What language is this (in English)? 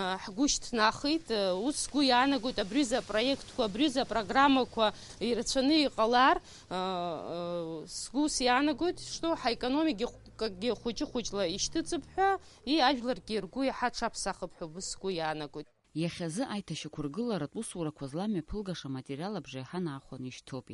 Abkhazian